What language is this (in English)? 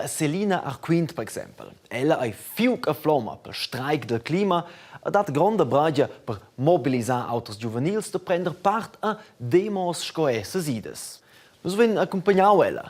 Romansh